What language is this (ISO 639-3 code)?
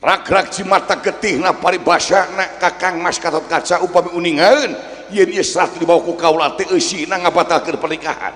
sun